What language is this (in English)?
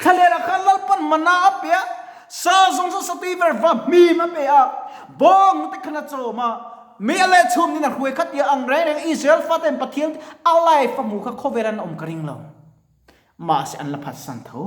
Mizo